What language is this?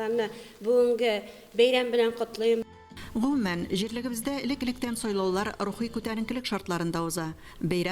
Tatar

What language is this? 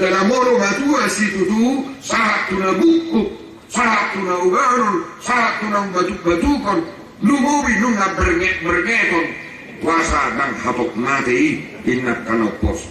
Batak Toba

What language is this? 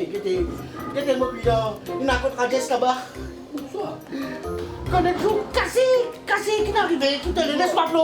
Morisyen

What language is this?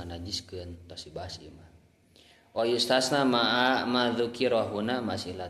Sundanese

